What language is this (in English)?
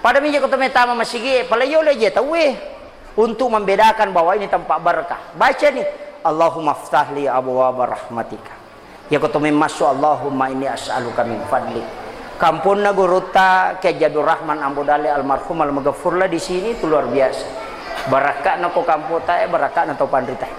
Buginese